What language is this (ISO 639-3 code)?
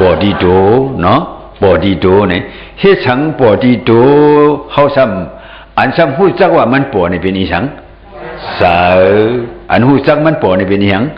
shn